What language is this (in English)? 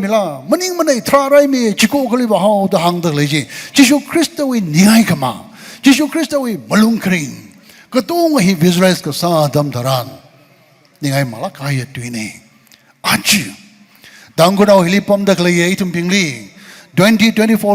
Tangkhul Naga (India)